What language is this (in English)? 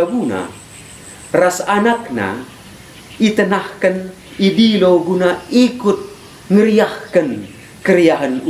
Batak Karo